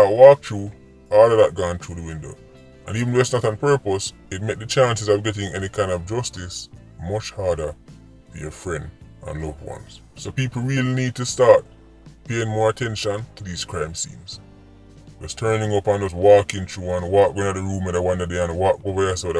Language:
Jamaican Creole English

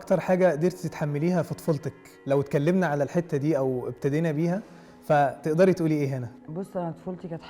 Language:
Egyptian Arabic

